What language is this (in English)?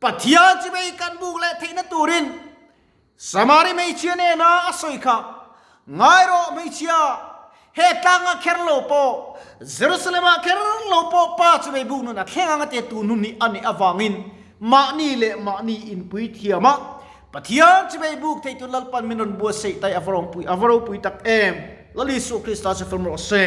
Mizo